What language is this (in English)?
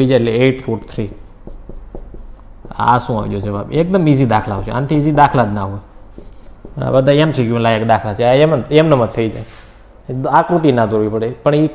Gujarati